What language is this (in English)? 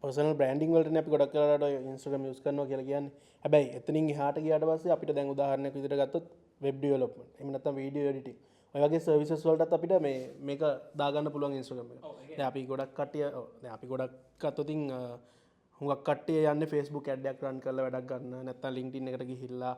Sinhala